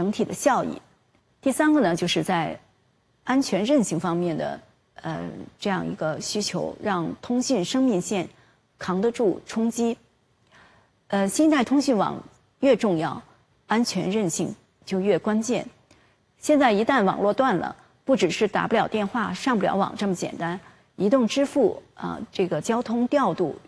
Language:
Chinese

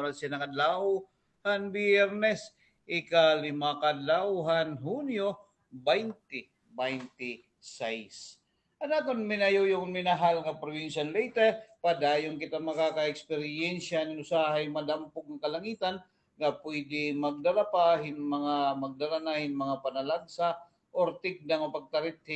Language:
Waray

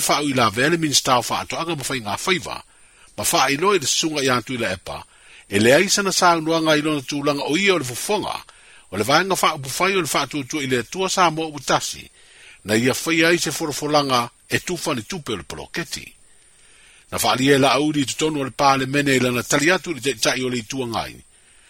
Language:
Samoan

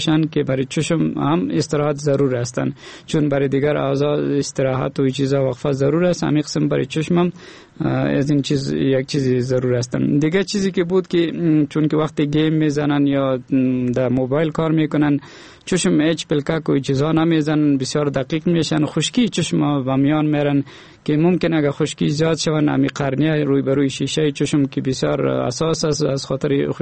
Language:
Persian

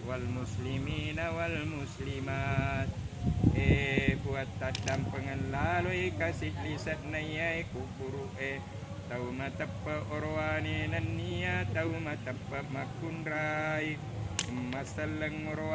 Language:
Buginese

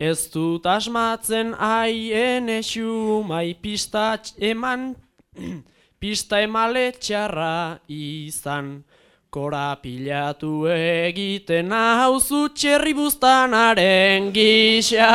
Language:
Basque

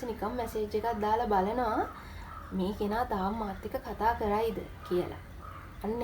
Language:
Sinhala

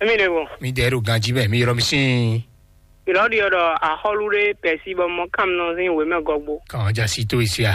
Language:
Fon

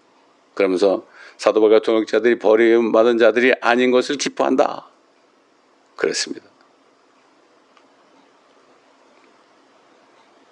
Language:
Korean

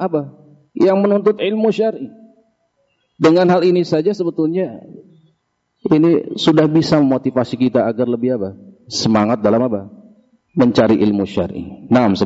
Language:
Indonesian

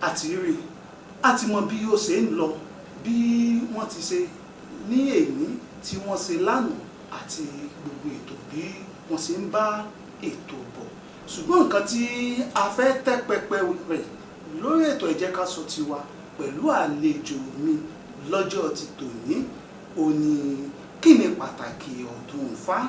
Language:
Yoruba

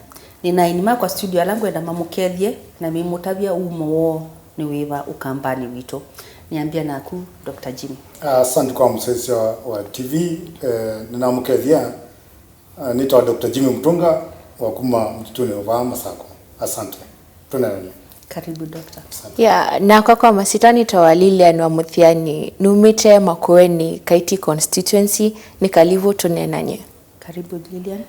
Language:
Kamba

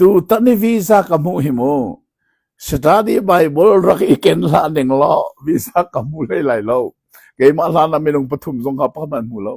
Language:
Hakha Chin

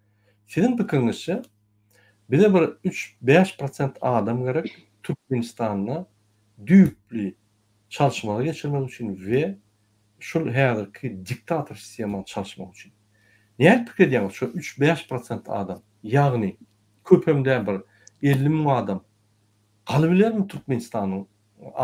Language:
Turkmen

